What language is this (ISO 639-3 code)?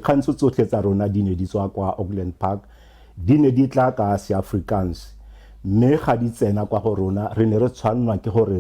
tsn